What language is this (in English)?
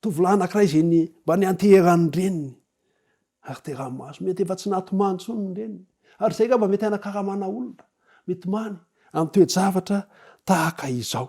Malagasy